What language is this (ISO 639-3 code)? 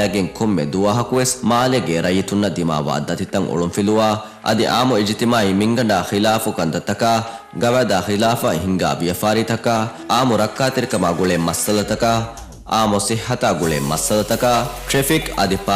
div